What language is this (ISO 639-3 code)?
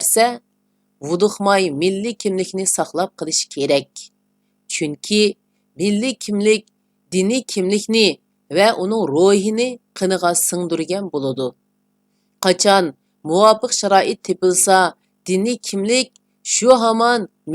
uig